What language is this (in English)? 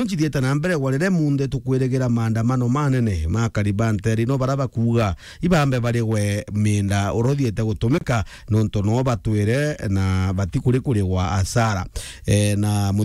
Meru